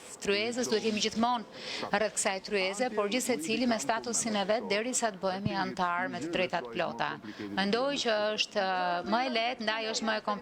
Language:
Albanian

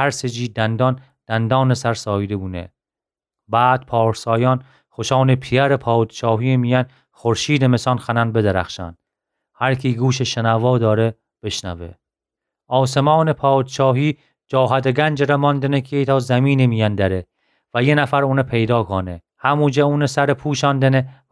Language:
Gilaki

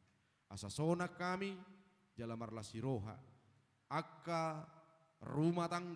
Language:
Batak Toba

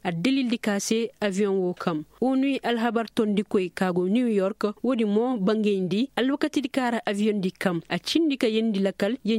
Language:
Koyraboro Senni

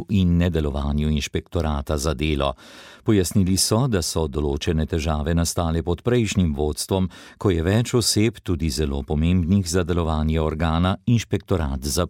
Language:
Slovenian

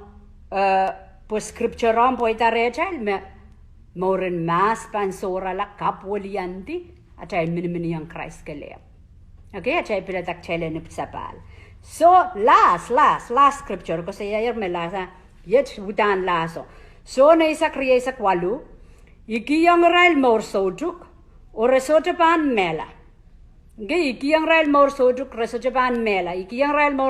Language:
Pohnpeian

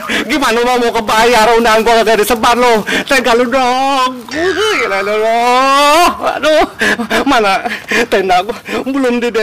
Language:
Betawi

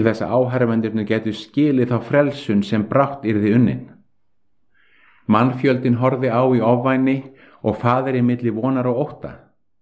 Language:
Icelandic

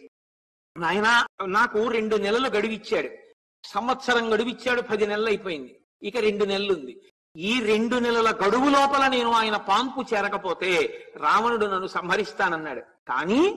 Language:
Telugu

